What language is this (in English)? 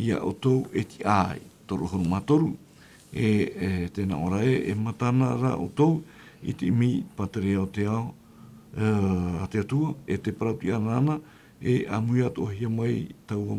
Tahitian